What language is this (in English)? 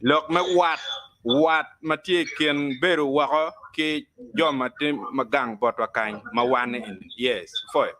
Acoli